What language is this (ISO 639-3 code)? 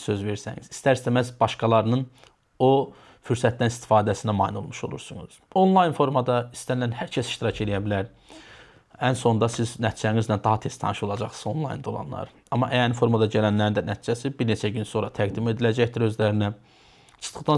aze